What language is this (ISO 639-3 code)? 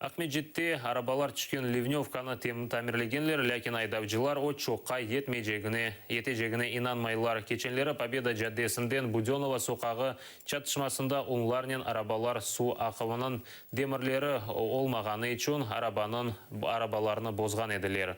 crh